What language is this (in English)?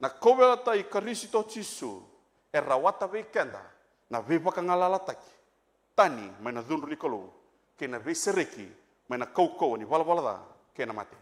Fijian